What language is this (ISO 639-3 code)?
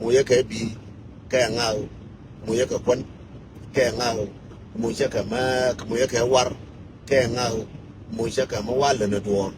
nus